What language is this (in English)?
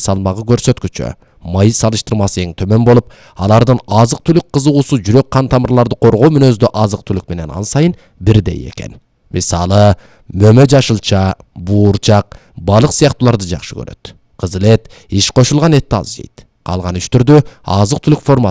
Kyrgyz